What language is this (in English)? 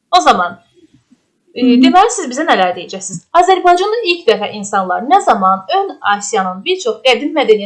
Azerbaijani